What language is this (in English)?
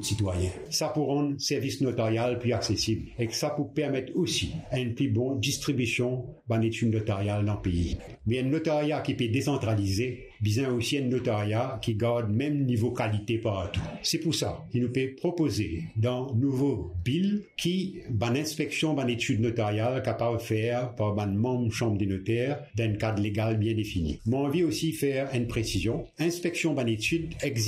Morisyen